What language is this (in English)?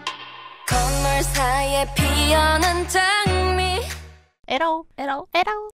Korean